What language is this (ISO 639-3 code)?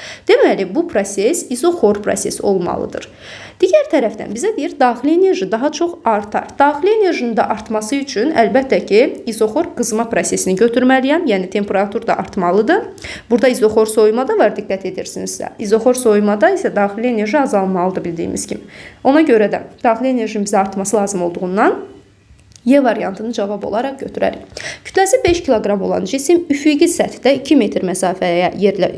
aze